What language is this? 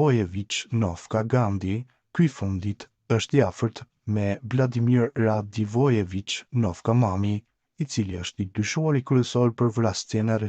Albanian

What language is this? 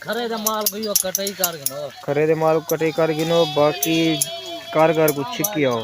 Saraiki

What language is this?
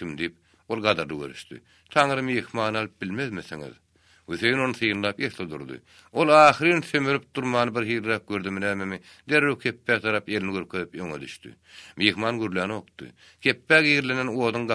Turkmen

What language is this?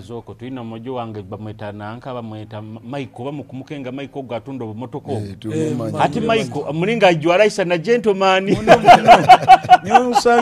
Nyoro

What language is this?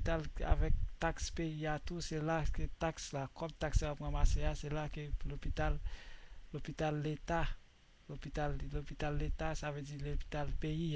Haitian Creole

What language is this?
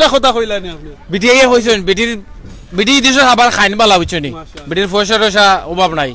Sylheti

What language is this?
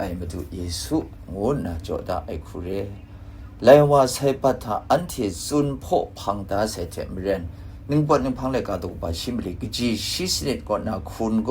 Kachin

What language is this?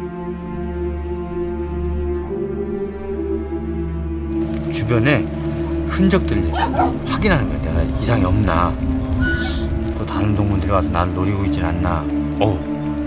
Korean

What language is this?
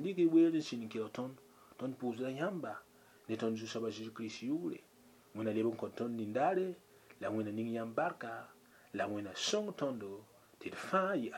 Mossi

